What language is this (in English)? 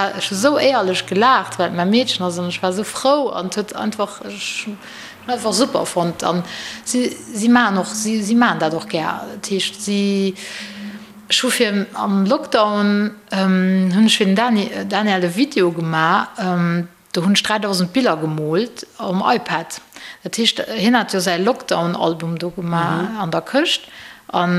Luxembourgish